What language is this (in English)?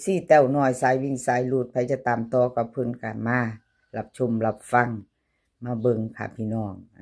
Northeastern Thai